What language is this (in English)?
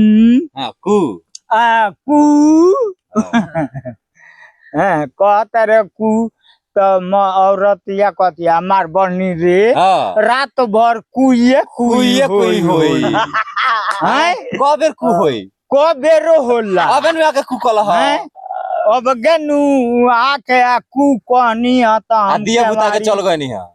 Bhojpuri